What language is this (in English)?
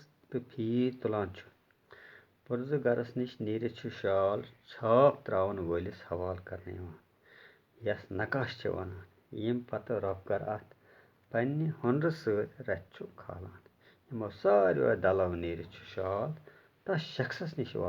Kashmiri